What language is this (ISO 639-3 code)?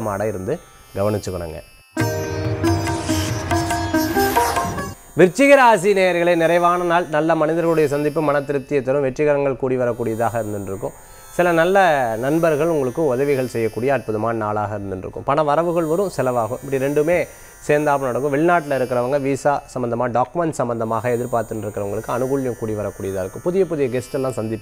tam